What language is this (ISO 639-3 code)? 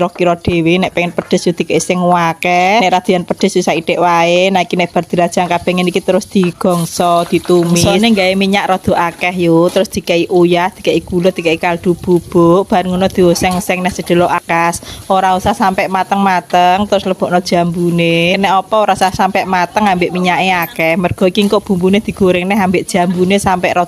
jav